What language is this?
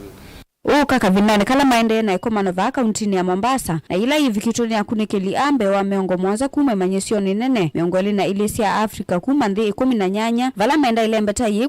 Kamba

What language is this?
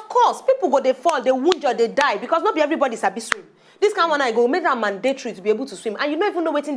Nigerian Pidgin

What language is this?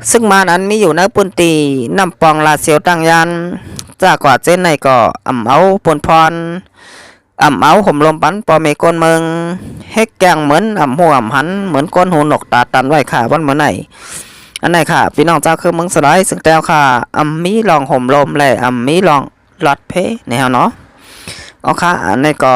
Shan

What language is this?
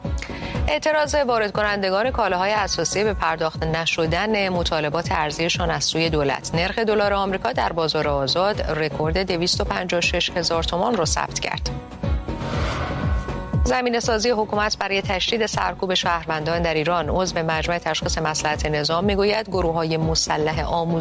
Persian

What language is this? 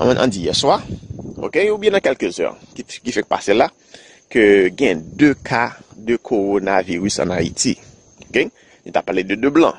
Haitian Creole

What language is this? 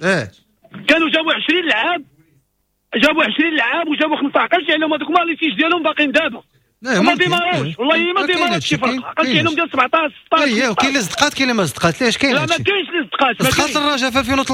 Moroccan Arabic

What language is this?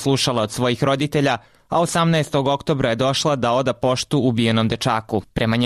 Serbian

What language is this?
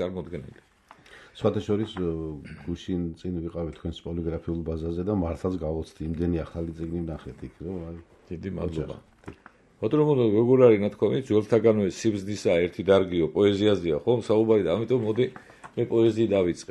Georgian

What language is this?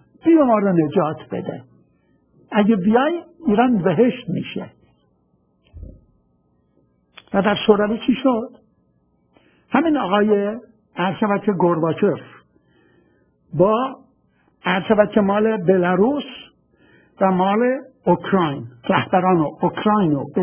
Persian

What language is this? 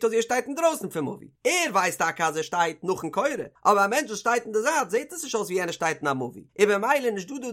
Yiddish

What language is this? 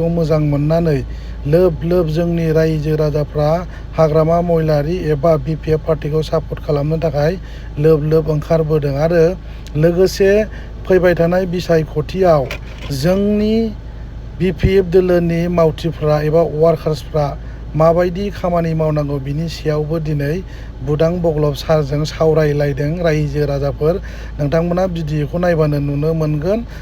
Bodo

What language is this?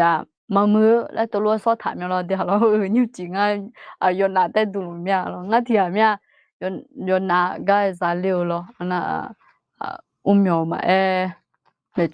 Akha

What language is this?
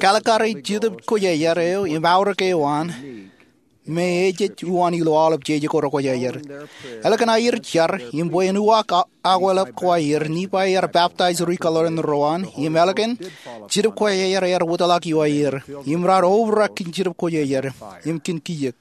Marshallese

